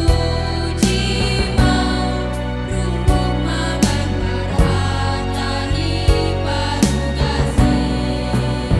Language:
Batak Simalungun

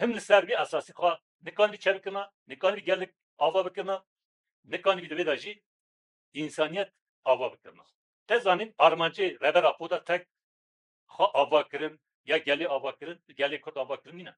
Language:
Kurdish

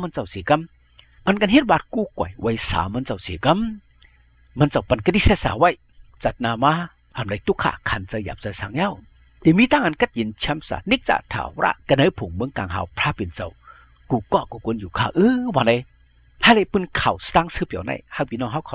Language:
Shan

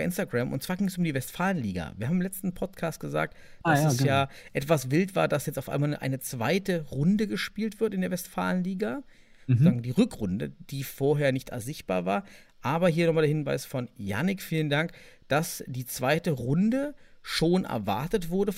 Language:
German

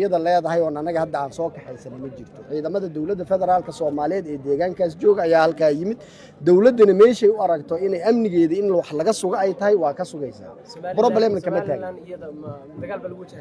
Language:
Somali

